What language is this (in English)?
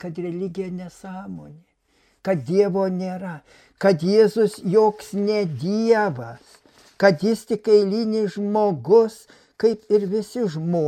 Lithuanian